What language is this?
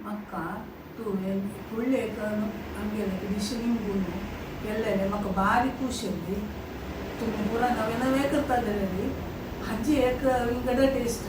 Konkani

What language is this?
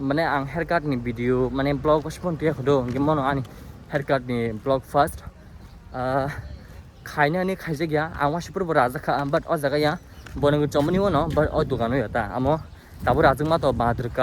Kok Borok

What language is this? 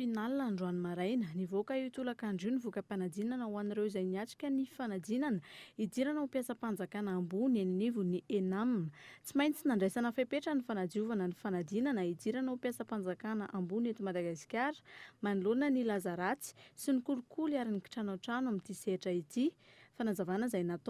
Malagasy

